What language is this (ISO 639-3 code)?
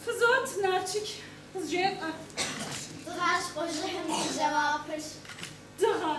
kbd